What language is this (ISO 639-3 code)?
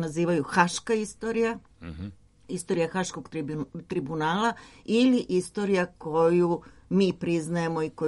srp